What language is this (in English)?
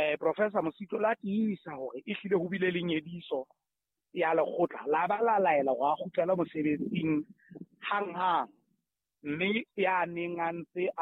Southern Sotho